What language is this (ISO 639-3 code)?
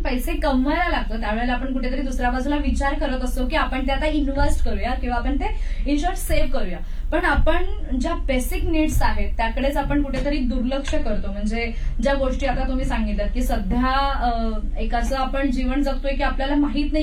mar